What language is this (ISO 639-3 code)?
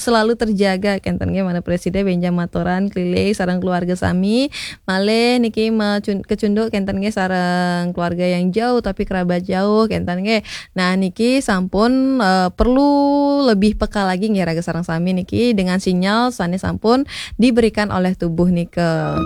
ban